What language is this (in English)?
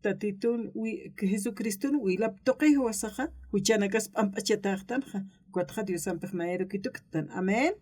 Aymara